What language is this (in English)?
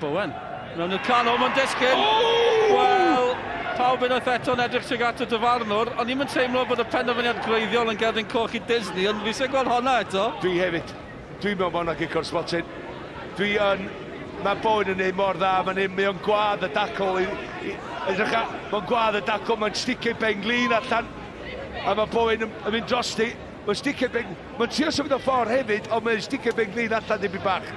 Welsh